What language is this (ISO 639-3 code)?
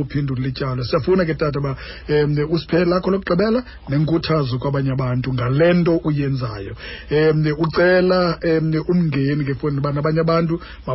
xho